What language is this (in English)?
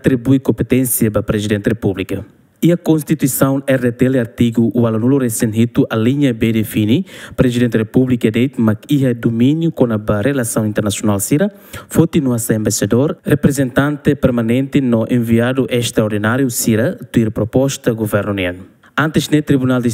Tetum